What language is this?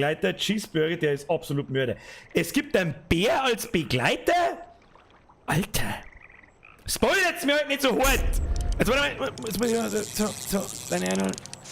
Bavarian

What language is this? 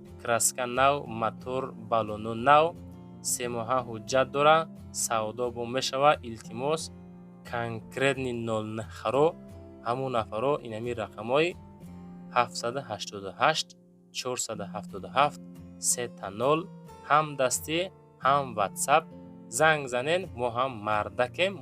Tajik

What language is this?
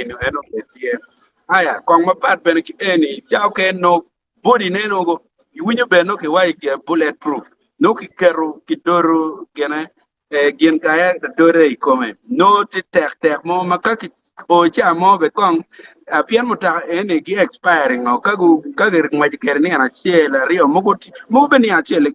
Acoli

